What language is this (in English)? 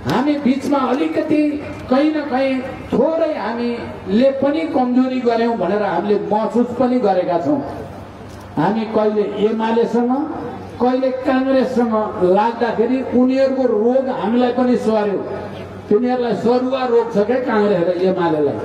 Nepali